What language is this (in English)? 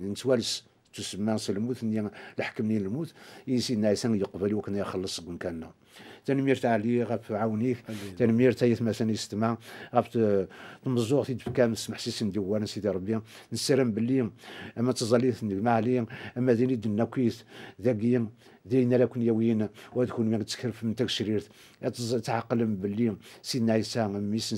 Kabyle